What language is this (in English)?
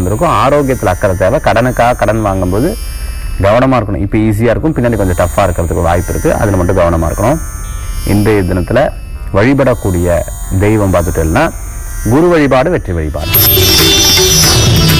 Tamil